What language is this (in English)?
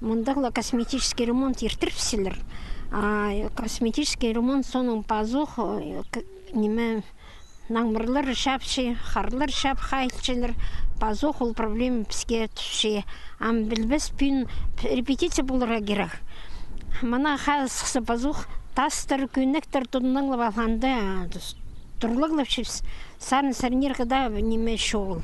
Khakas